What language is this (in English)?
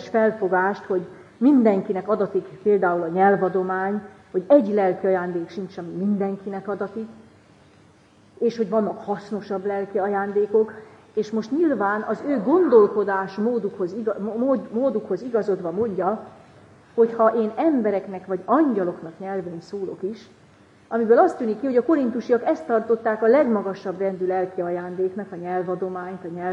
Hungarian